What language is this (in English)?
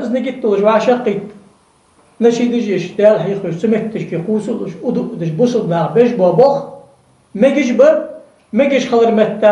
Ingush